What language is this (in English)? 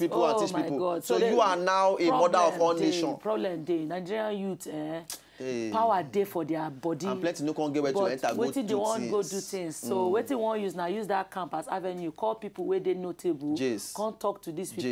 Nigerian Pidgin